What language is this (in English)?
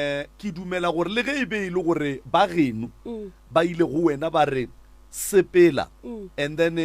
Northern Sotho